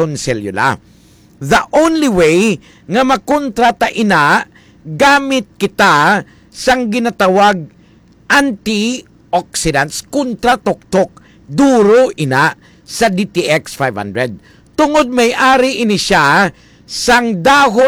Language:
Hiligaynon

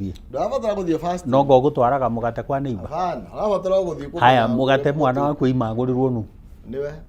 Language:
Kikuyu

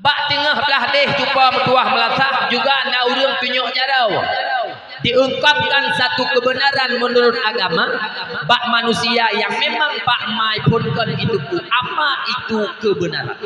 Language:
Achinese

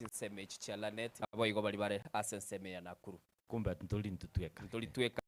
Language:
Gusii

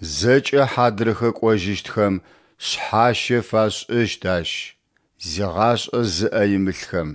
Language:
Adyghe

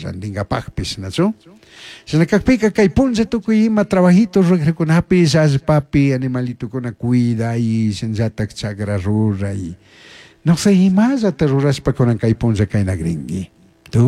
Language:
Chimborazo Highland Quichua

